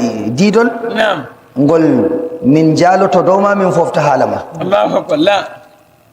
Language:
Nigerian Fulfulde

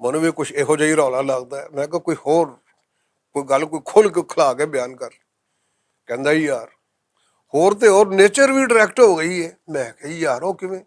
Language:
Western Panjabi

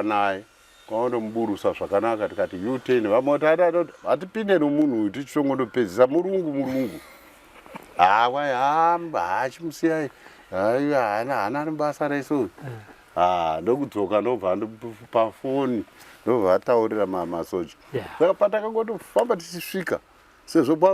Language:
Shona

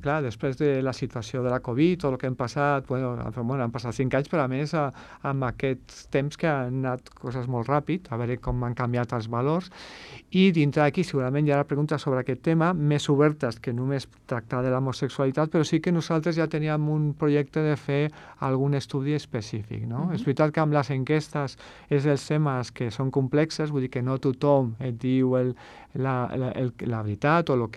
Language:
Catalan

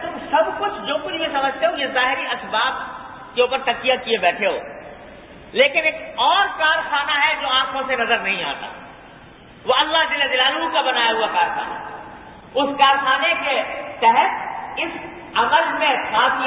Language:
Urdu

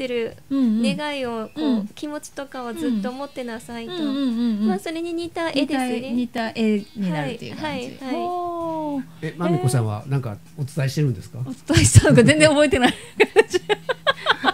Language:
Japanese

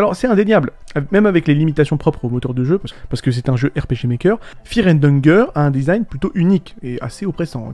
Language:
French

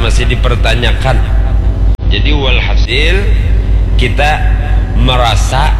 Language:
Banjar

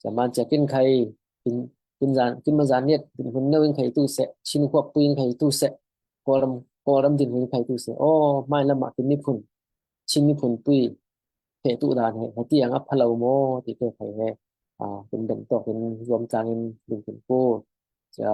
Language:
Falam Chin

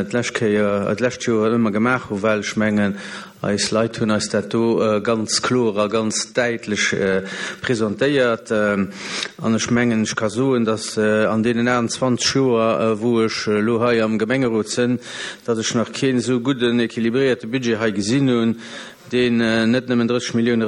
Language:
Luxembourgish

